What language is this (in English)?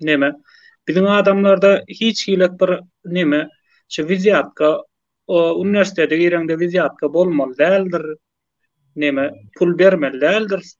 Turkmen